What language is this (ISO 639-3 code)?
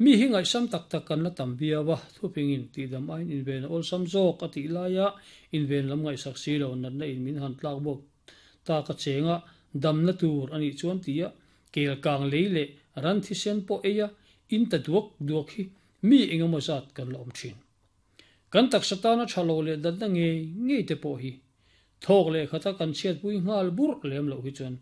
lus